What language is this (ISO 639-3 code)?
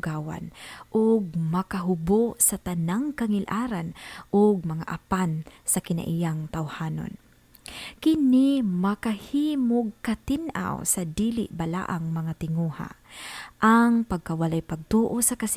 ceb